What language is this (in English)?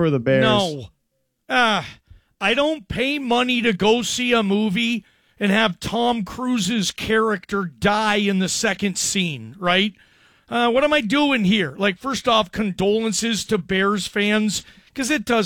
English